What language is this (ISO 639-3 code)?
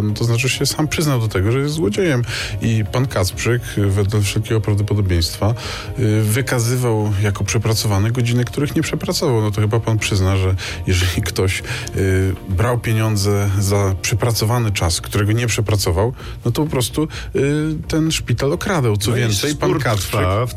pol